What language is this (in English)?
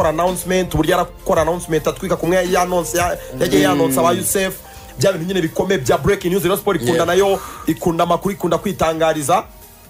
Kinyarwanda